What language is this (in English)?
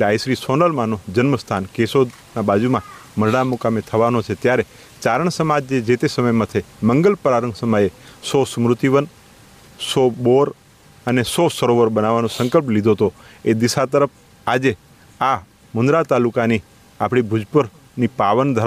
Gujarati